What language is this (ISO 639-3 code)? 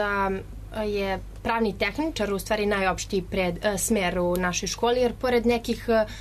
srp